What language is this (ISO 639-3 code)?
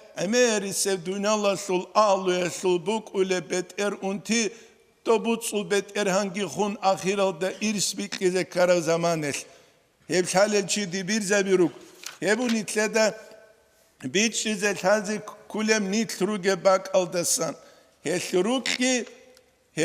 ava